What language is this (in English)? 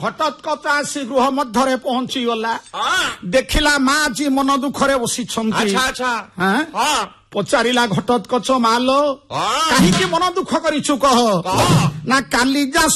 Odia